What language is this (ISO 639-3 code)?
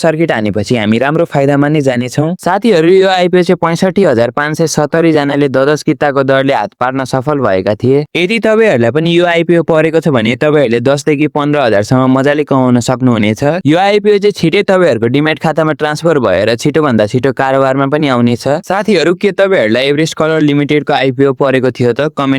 nep